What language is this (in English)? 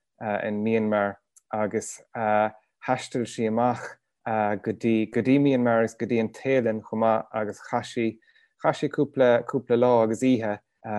Irish